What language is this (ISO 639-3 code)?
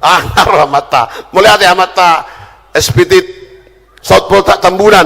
bbc